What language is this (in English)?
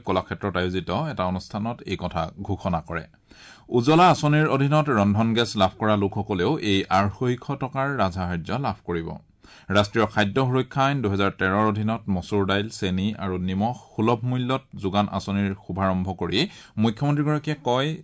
Assamese